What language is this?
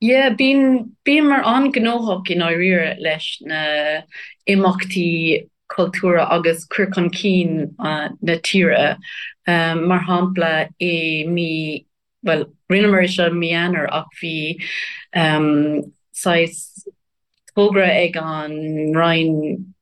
Irish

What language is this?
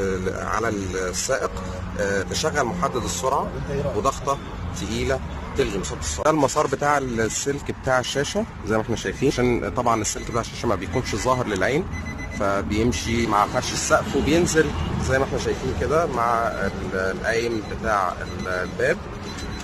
Egyptian Arabic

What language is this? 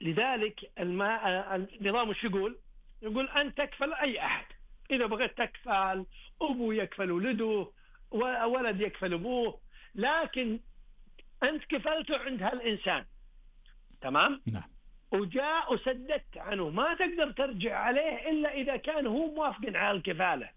Najdi Arabic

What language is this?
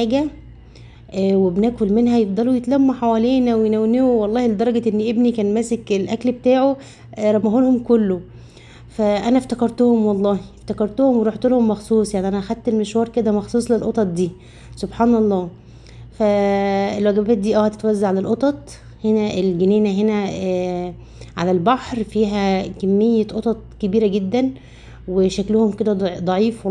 Egyptian Arabic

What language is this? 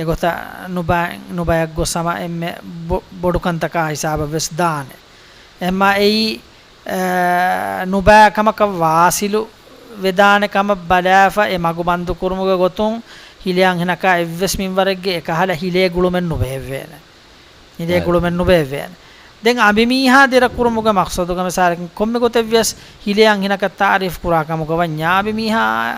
Divehi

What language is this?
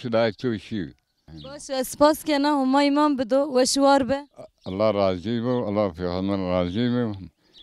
Zaza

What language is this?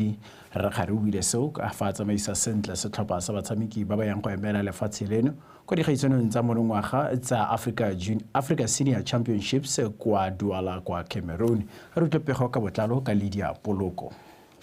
Tswana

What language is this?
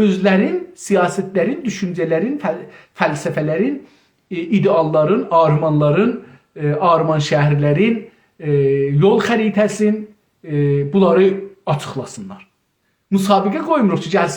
South Azerbaijani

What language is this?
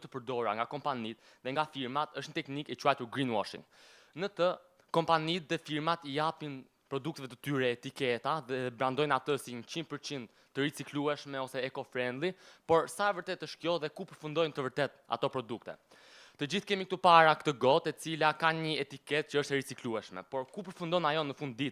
Albanian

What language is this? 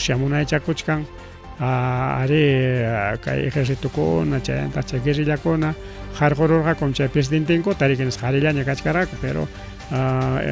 Ayacucho Quechua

